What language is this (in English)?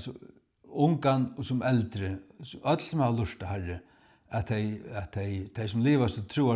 Faroese